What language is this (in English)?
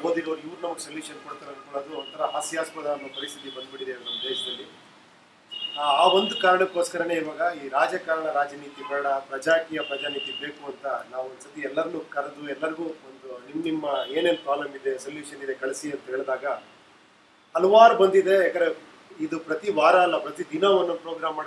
Kannada